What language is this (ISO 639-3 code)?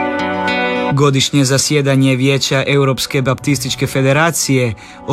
hrv